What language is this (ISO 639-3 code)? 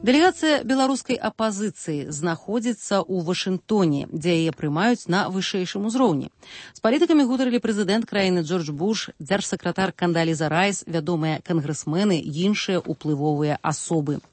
bel